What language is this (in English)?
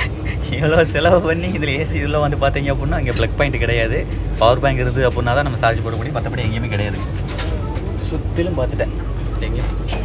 Tamil